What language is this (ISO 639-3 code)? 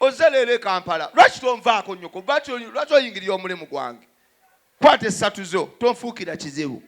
lug